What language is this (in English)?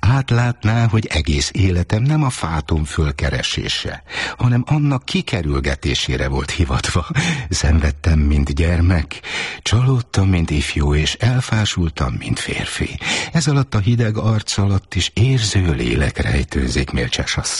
Hungarian